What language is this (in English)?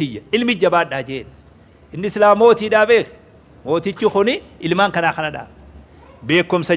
Oromo